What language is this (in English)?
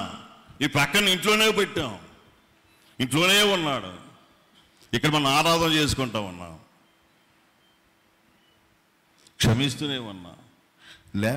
Telugu